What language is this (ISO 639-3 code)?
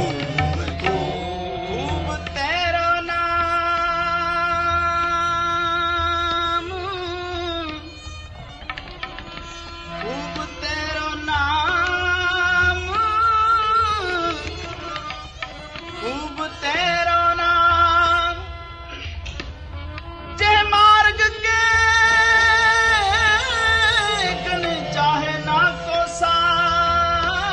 pan